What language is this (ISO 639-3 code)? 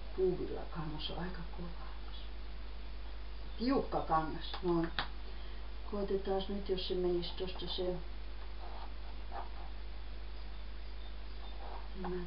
fin